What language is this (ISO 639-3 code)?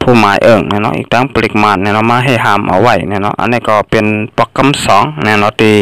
shn